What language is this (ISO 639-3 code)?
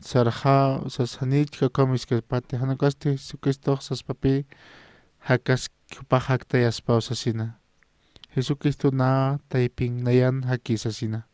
aym